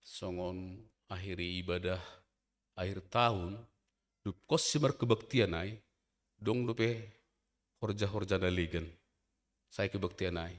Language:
Batak Simalungun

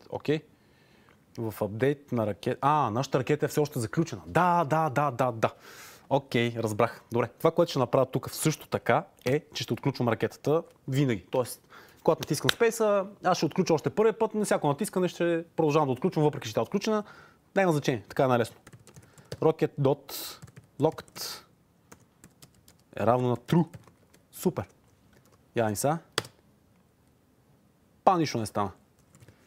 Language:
Bulgarian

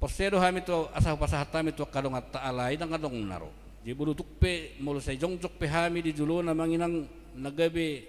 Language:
Batak Toba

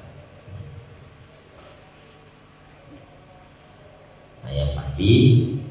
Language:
Indonesian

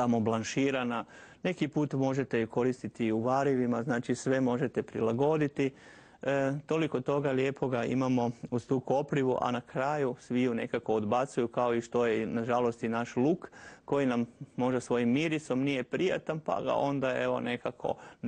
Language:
Croatian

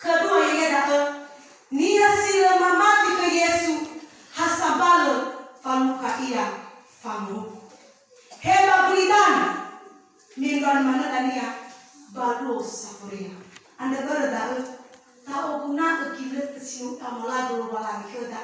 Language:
Nias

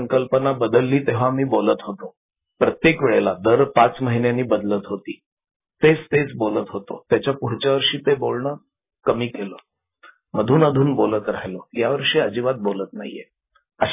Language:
Marathi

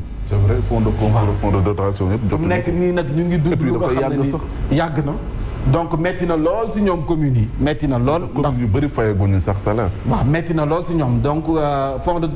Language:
Wolof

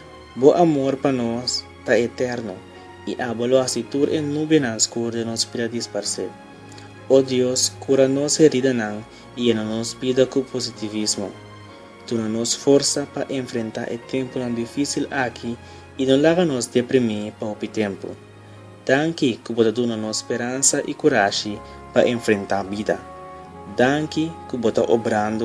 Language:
Papiamento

